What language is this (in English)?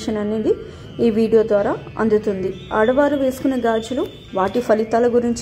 Telugu